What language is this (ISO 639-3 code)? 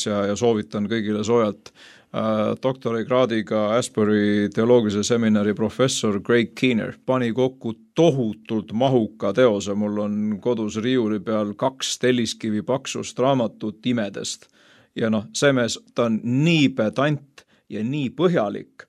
est